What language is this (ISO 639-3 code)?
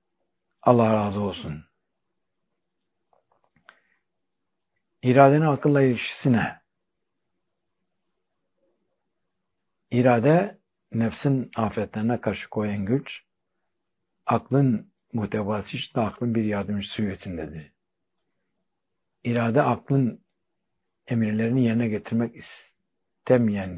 tur